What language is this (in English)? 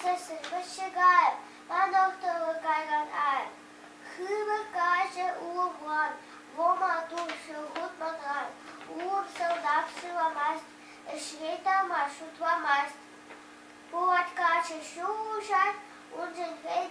Chuvash